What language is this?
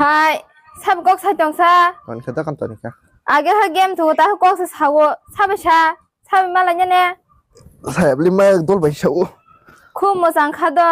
Kok Borok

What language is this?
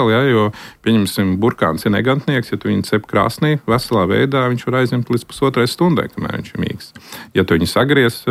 Latvian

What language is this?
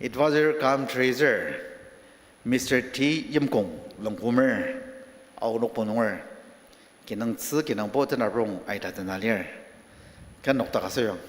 Ao Naga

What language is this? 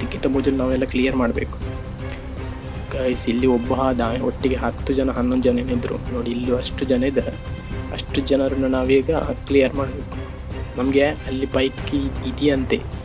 Kannada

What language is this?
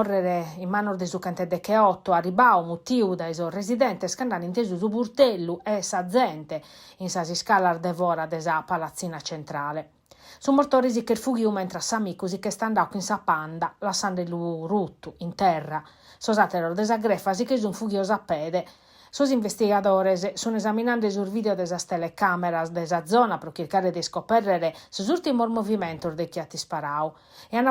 Sardinian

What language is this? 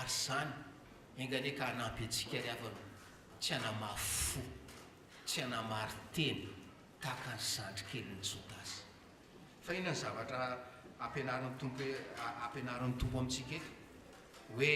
Malagasy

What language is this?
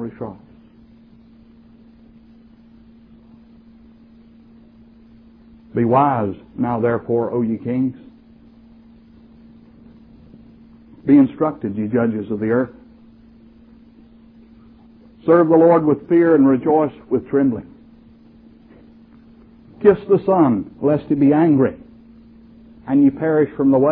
English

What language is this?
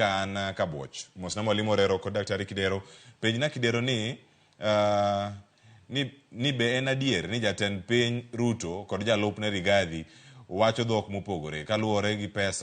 Luo (Kenya and Tanzania)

